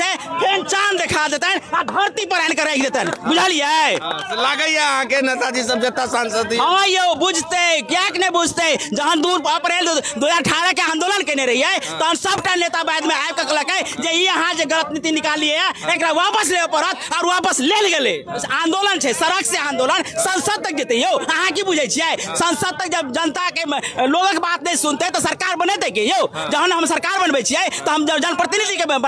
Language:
Maithili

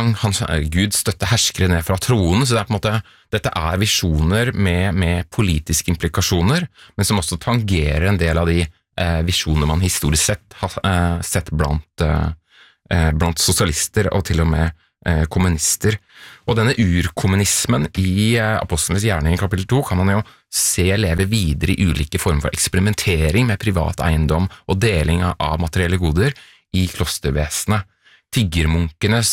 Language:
Norwegian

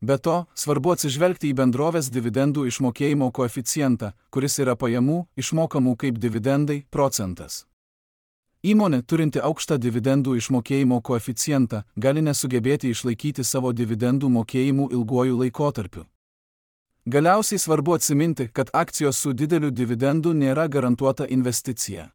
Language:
Lithuanian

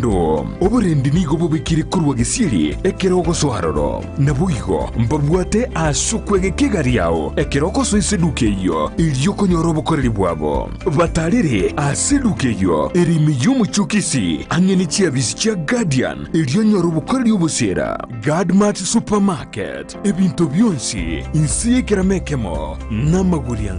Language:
Gusii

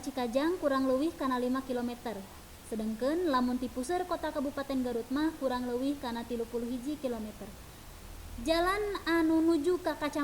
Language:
Sundanese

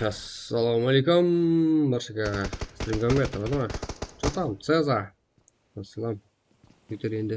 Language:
Kara-Kalpak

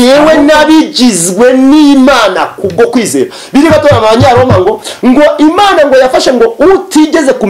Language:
Kinyarwanda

